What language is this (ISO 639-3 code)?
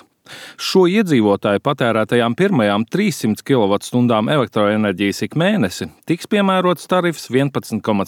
lav